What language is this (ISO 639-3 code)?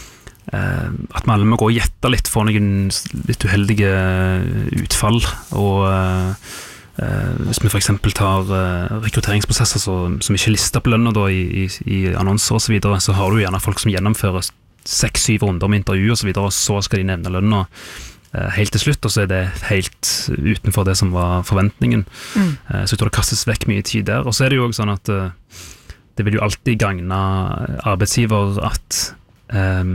nor